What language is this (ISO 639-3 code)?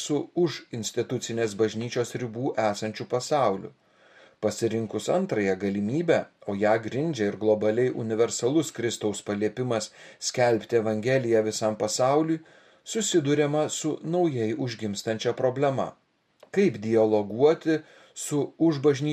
lit